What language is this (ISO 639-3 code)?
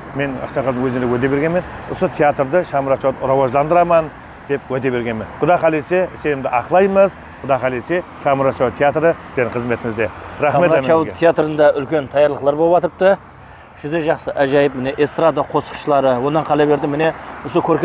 kaa